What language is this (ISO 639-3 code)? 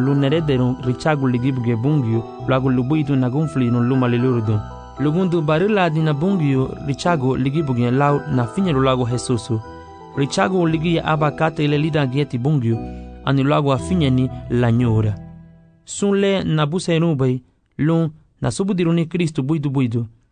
cab